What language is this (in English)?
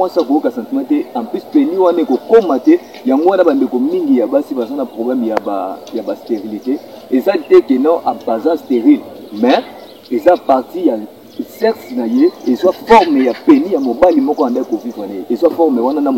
Lingala